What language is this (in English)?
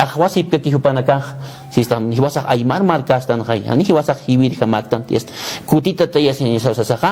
Aymara